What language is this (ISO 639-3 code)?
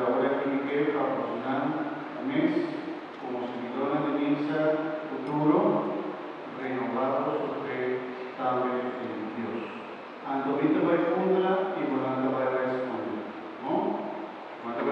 pap